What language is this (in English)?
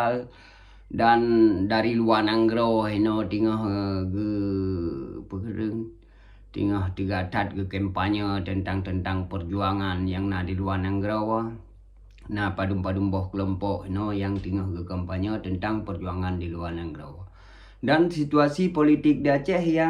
Achinese